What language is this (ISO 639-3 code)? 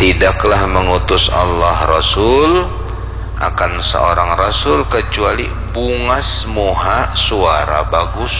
bjn